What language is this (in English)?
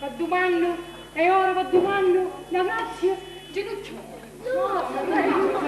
Sicilian